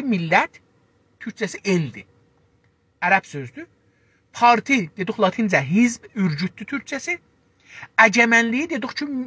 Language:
South Azerbaijani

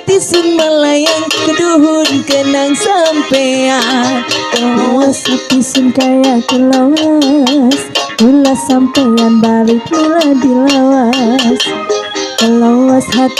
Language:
Betawi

